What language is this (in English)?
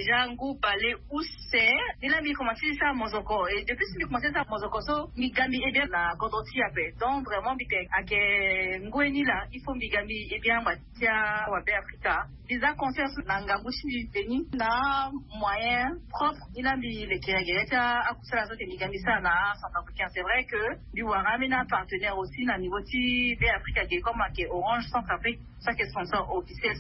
Sango